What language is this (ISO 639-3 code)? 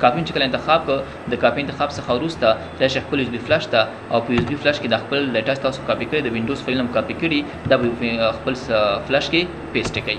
pus